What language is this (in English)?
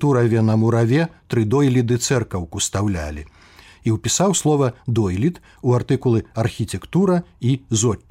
Belarusian